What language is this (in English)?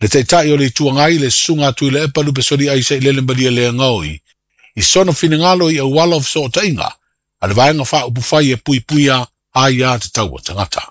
Samoan